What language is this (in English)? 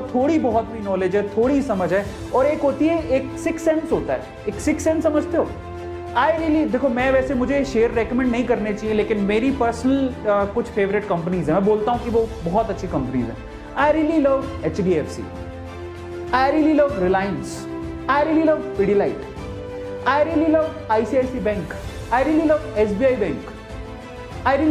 Hindi